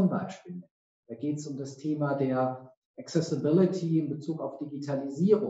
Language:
German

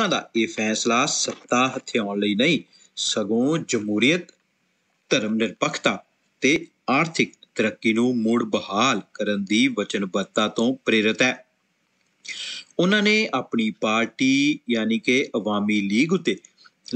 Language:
Punjabi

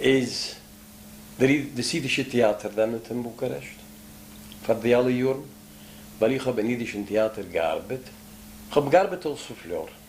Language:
Yiddish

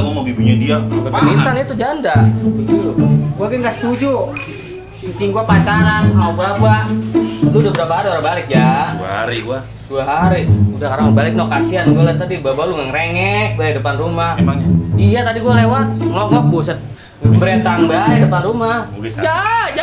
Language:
Betawi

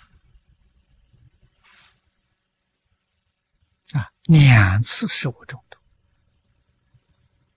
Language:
Chinese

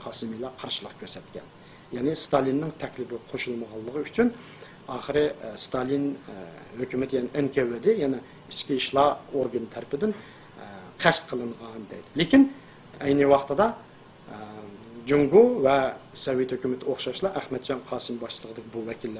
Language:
Uyghur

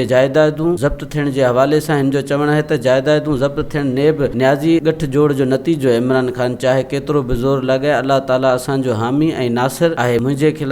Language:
Sindhi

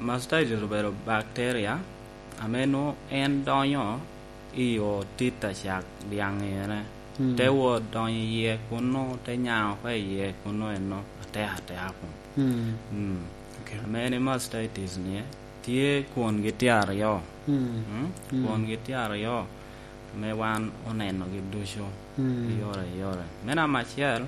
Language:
Lango (Uganda)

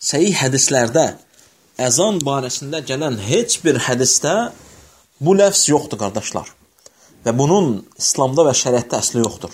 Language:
Azerbaijani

